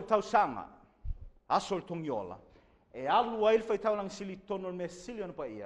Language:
Samoan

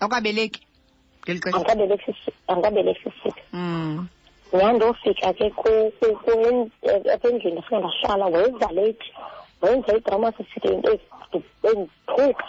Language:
Xhosa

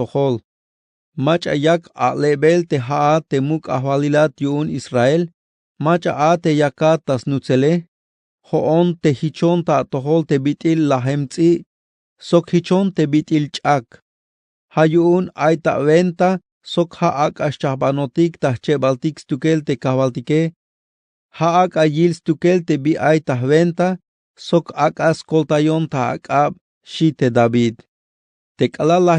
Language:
Tzeltal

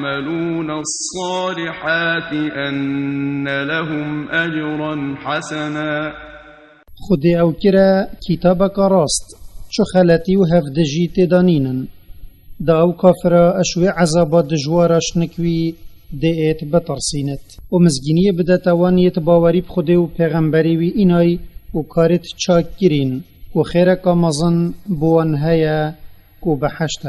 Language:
Kurdish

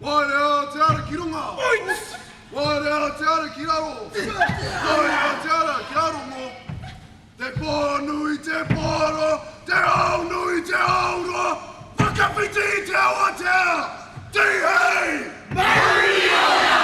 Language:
Māori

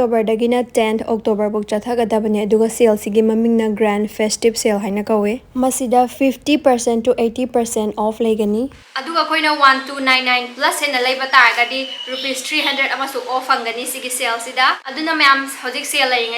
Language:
Manipuri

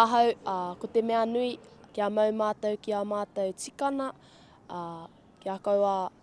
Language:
Māori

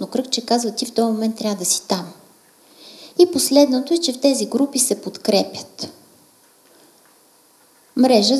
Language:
Bulgarian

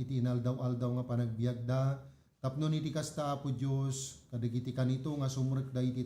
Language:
Iloko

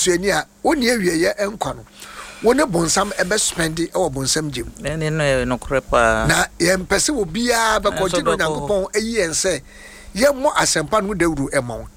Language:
Akan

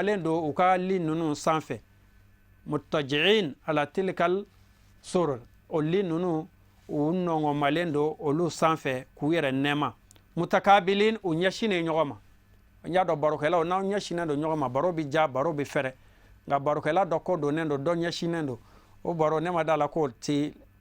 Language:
Bambara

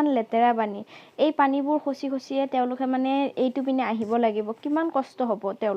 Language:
Assamese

